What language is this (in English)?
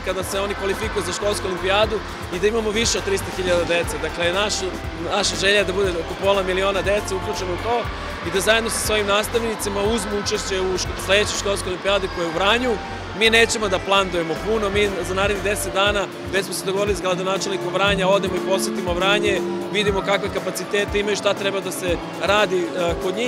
Serbian